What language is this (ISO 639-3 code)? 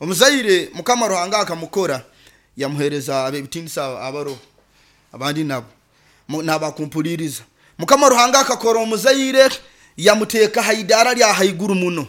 nyo